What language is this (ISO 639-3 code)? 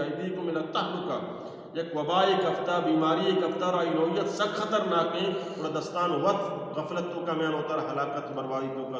bal